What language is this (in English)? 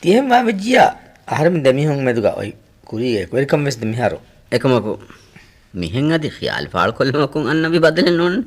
Divehi